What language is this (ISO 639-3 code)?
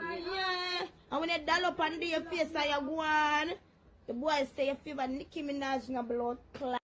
jam